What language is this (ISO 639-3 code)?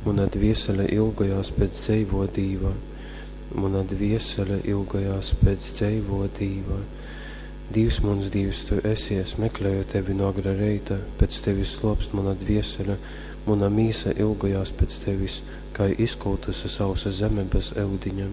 ltg